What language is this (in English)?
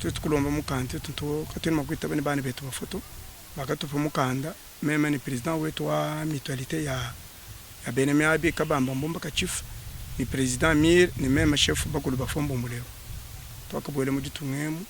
Luba-Lulua